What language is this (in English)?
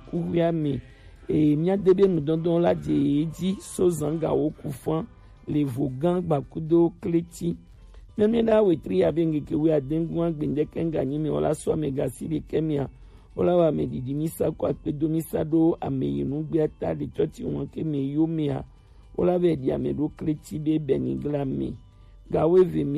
Gen